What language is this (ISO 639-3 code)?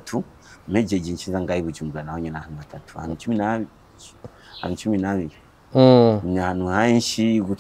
run